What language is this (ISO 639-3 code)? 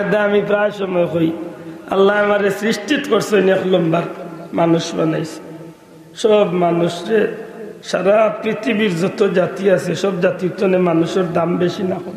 syl